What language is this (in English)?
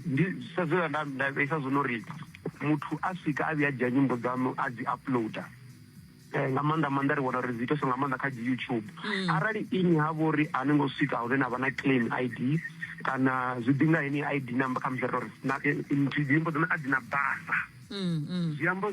Venda